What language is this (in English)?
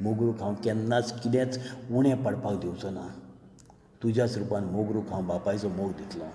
Konkani